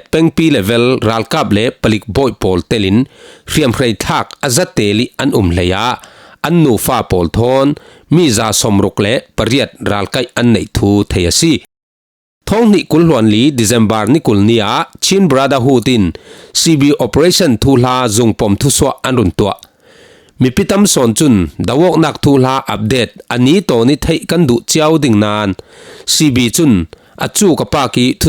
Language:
Falam Chin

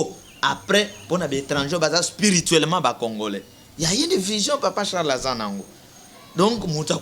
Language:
Lingala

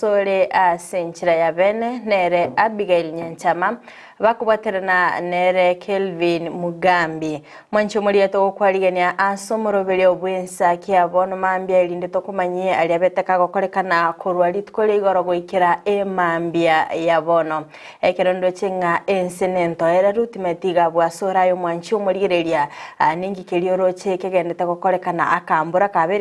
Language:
Gusii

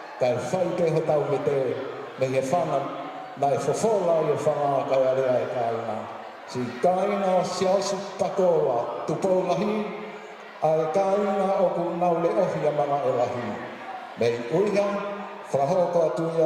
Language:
Tongan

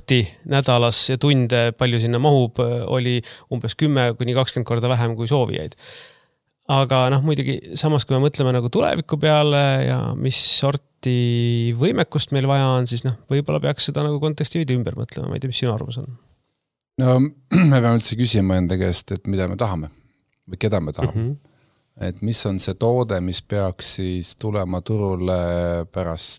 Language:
Estonian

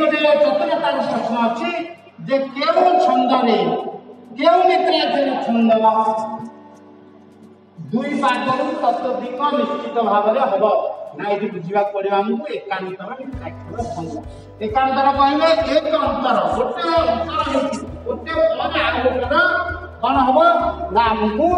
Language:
Odia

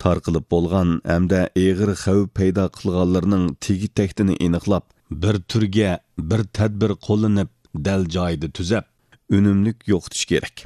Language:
Uyghur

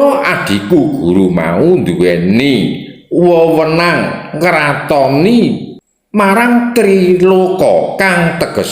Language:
Javanese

